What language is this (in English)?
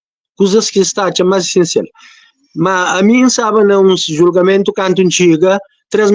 Kabuverdianu